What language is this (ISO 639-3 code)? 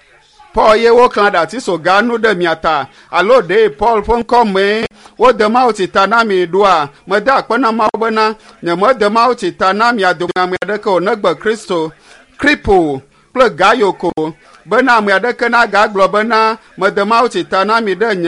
ewe